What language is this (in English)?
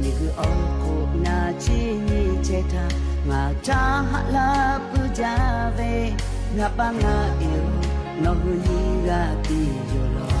Lahu